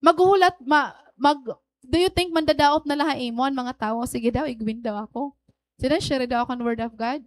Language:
Waray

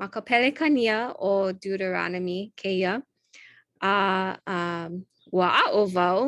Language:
Hawaiian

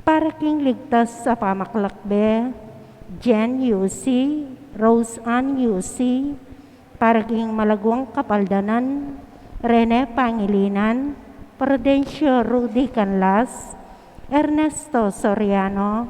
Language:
Pampanga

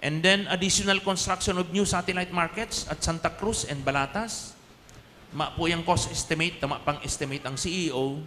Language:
Bikol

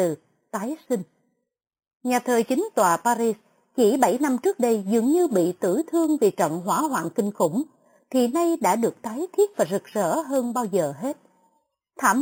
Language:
Vietnamese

